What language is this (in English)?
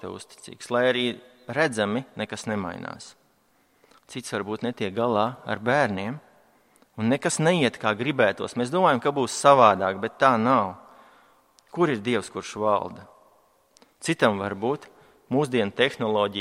Latvian